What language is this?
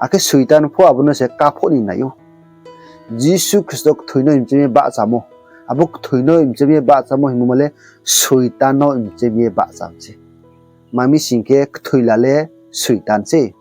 Riang (India)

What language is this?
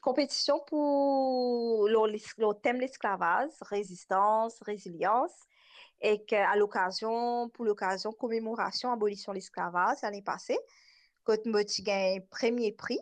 Morisyen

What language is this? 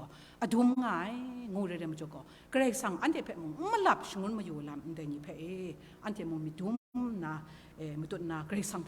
Kachin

